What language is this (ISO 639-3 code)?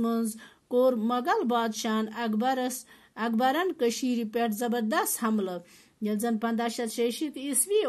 kas